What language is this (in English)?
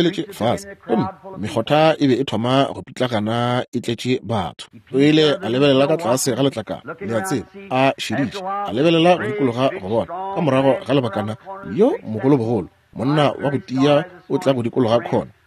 Northern Sotho